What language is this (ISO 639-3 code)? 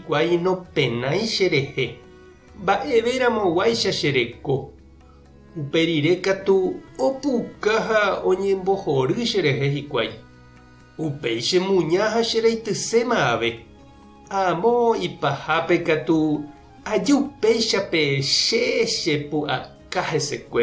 grn